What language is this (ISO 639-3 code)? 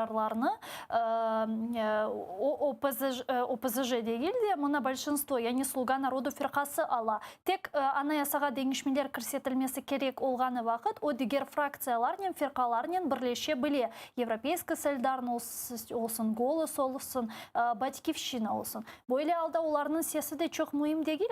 crh